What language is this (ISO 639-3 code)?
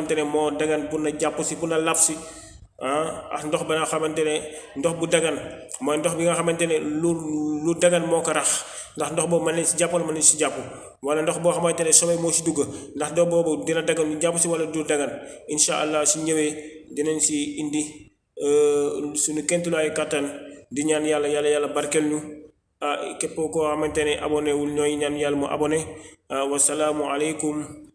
wol